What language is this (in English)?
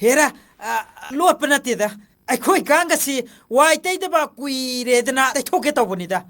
Manipuri